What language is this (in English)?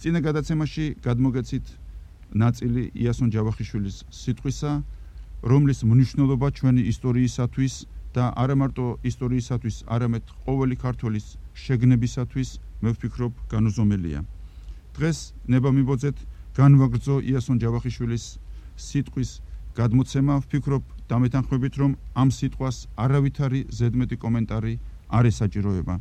Georgian